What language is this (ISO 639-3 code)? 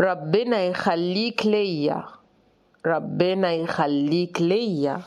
arz